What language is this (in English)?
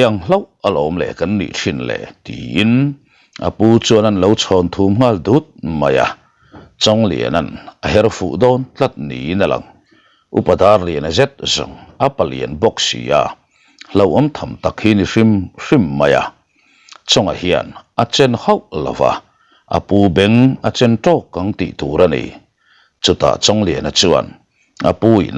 Mizo